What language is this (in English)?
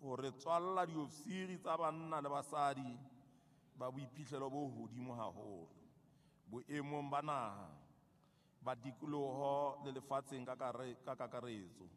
Southern Sotho